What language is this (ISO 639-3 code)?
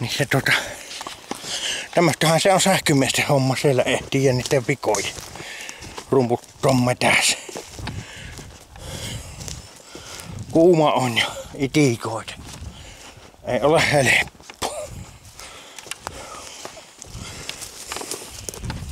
fin